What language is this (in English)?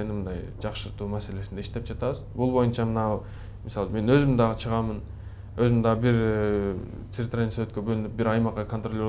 Kyrgyz